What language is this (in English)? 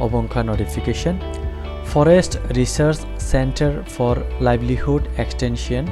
Kok Borok